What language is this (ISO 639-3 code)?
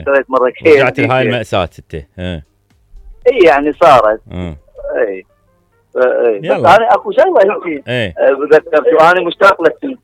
acm